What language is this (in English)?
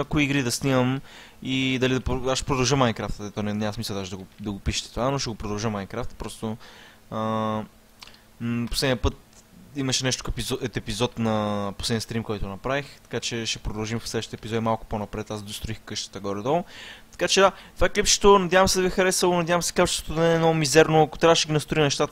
Bulgarian